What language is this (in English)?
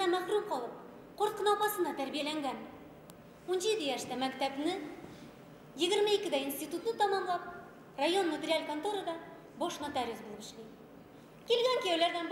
Bashkir